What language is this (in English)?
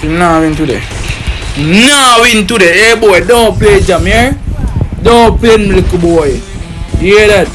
Jamaican Creole English